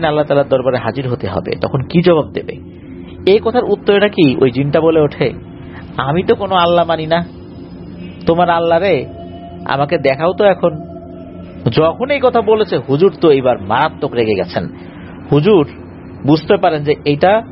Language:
Bangla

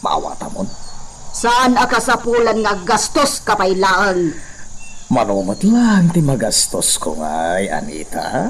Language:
Iloko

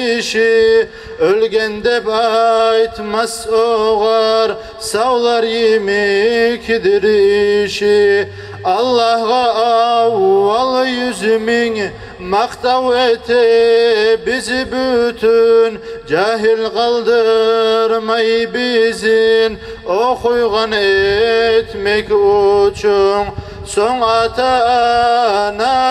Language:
Kumyk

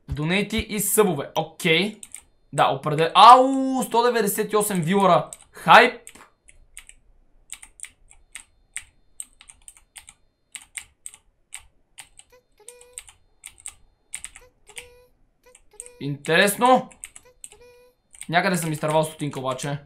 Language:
Bulgarian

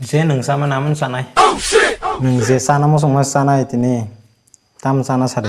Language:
Kok Borok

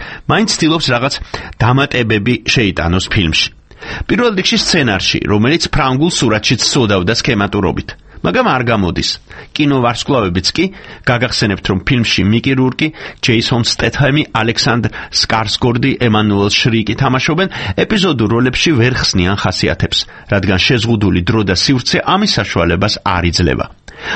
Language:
Georgian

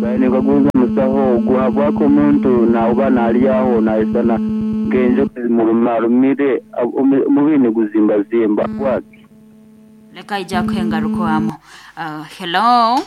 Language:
Nyoro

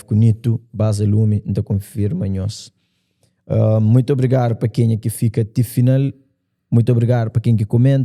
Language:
Kabuverdianu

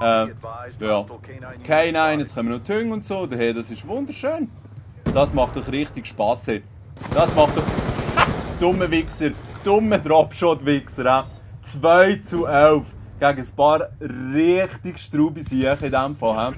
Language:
Swiss German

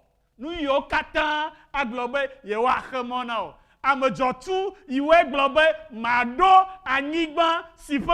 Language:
Ewe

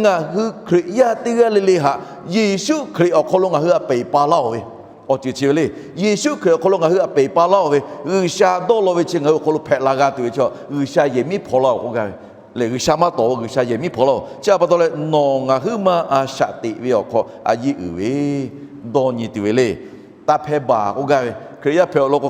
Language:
Lahu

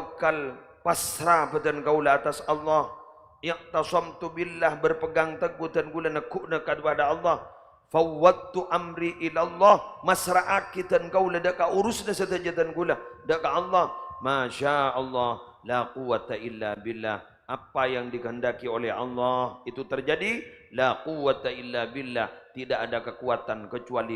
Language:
Madurese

